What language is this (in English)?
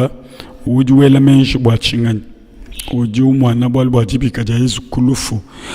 Luba-Lulua